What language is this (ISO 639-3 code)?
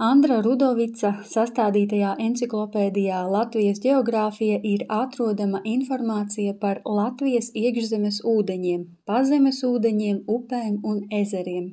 lav